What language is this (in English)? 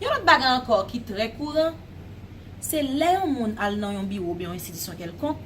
Haitian Creole